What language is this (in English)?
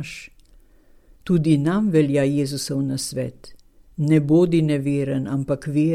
Slovenian